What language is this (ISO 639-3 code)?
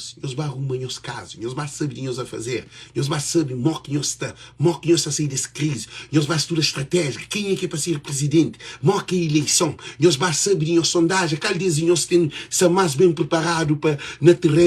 kea